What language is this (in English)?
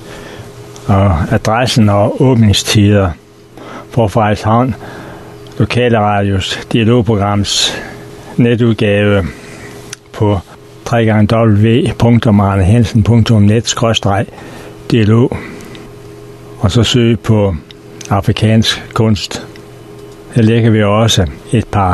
Danish